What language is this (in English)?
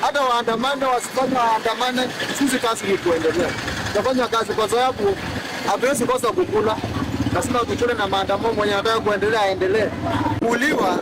Kamba